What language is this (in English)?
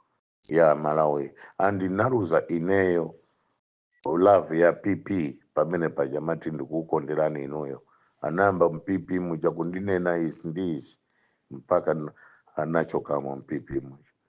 Nyanja